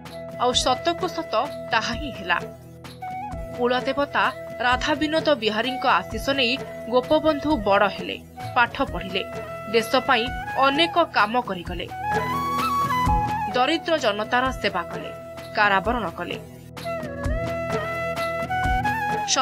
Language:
Odia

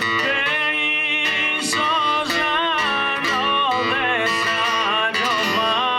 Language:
Sardinian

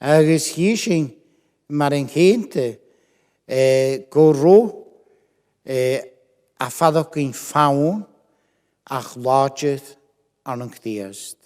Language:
Scottish Gaelic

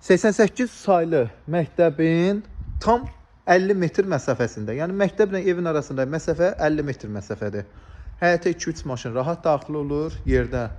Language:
Azerbaijani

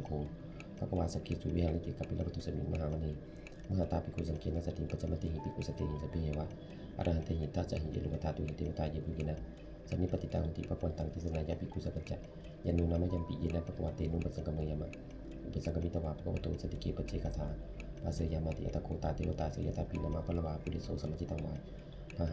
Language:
Pali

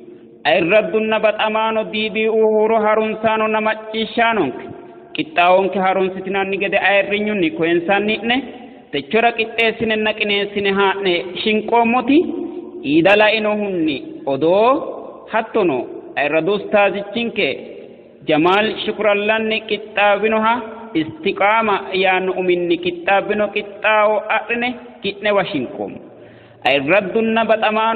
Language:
Sidamo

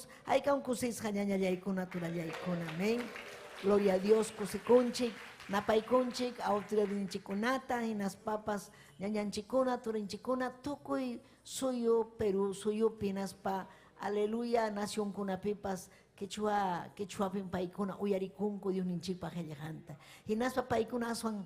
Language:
Ayacucho Quechua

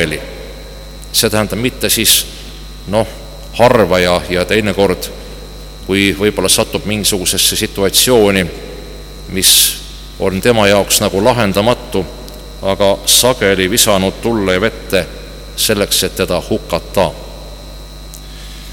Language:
Estonian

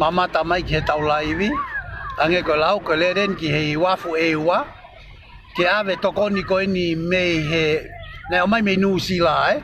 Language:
Tongan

